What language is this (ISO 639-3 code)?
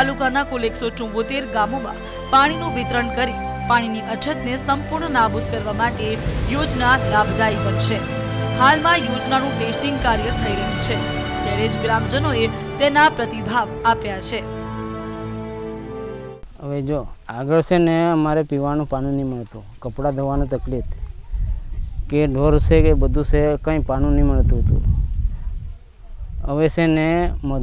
guj